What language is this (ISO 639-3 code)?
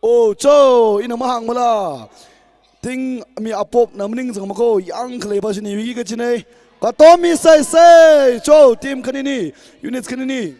nmf